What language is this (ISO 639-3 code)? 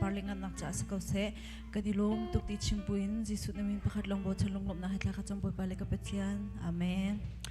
cnh